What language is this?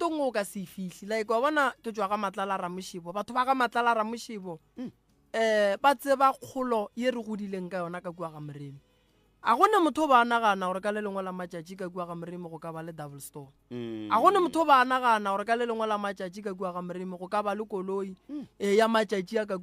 Northern Sotho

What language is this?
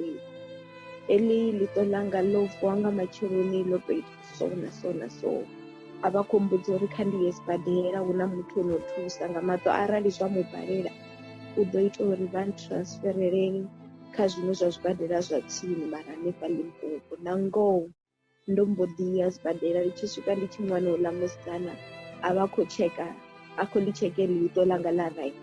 Venda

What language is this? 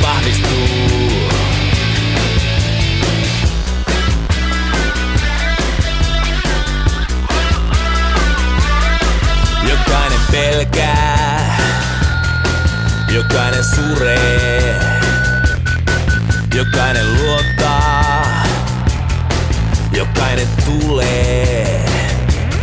Finnish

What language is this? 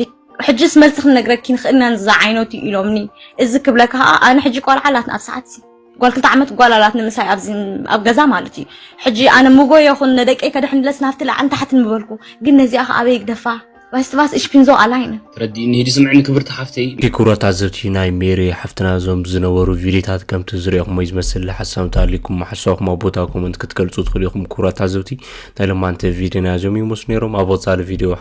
Tigrinya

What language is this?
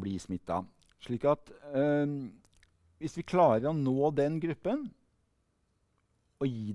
Norwegian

